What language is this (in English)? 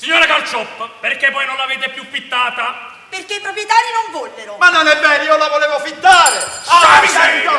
Neapolitan